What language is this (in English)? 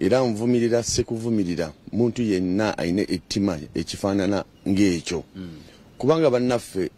Ganda